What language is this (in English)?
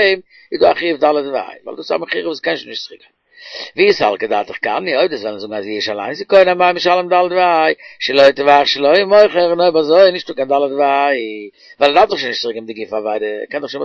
Yiddish